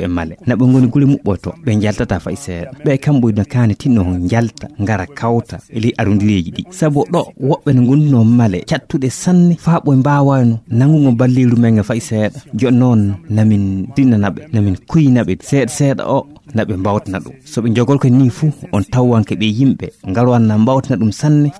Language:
Fula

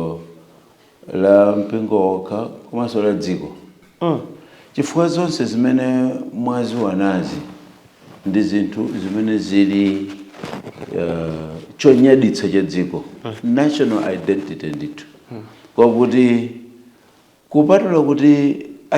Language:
Nyanja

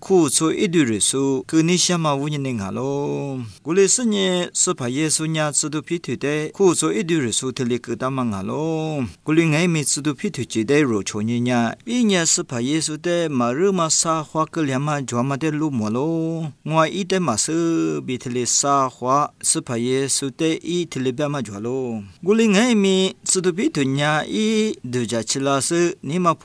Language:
Lisu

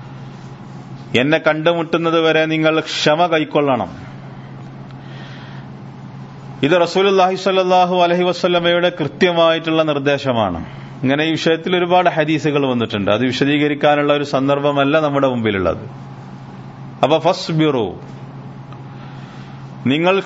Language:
Malayalam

